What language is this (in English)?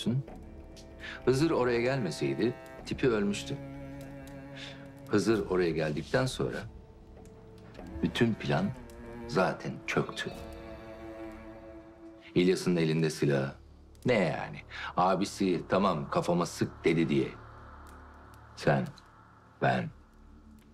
Turkish